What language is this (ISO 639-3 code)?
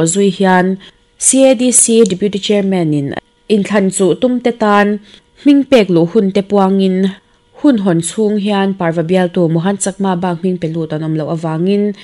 lus